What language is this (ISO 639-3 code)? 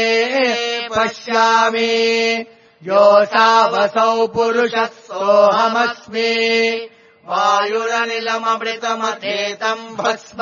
san